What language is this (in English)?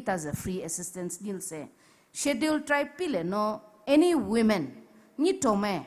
Poumei Naga